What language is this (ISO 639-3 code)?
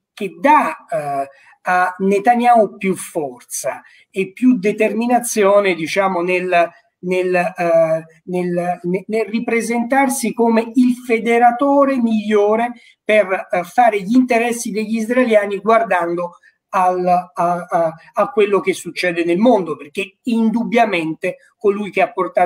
ita